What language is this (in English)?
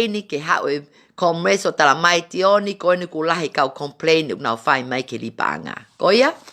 Tongan